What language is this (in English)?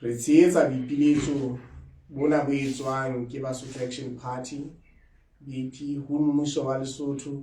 Southern Sotho